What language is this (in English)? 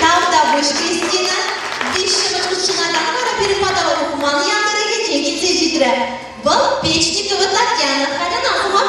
Chuvash